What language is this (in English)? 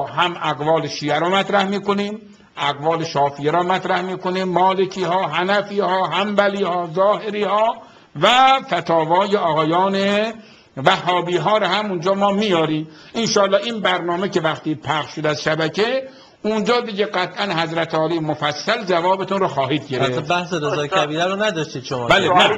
Persian